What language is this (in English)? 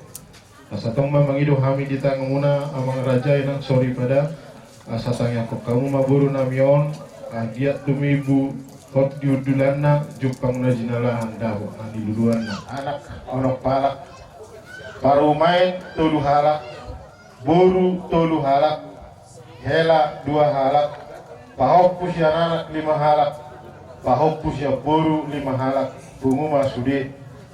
Batak Toba